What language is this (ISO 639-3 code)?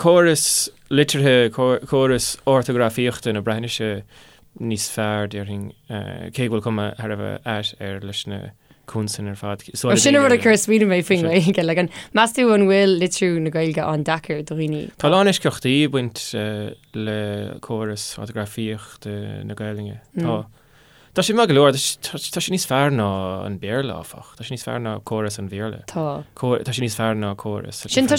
gle